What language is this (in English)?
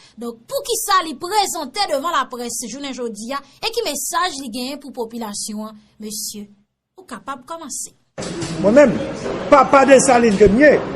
Haitian Creole